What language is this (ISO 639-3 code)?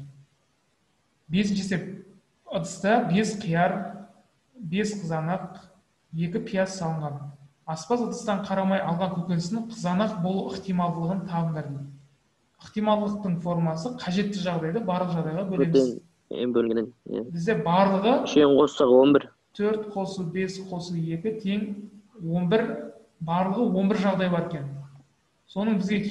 kaz